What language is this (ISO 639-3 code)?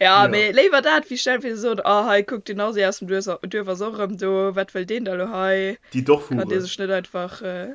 ltz